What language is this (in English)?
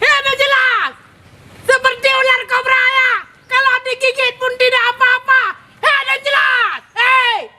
Achinese